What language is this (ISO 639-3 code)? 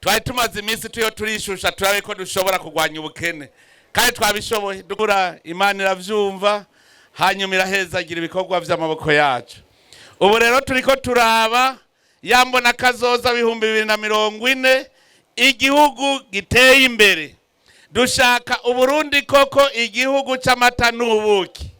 run